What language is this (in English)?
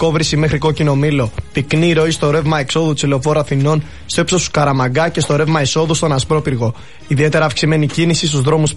Greek